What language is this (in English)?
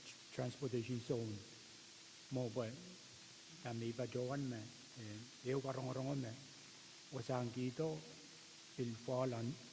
Pohnpeian